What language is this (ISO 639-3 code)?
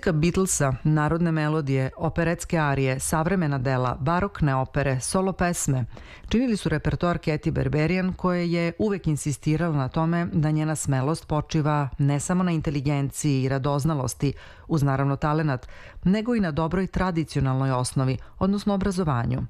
srp